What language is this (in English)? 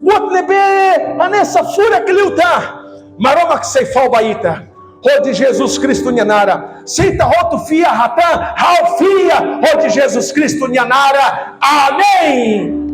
Tetum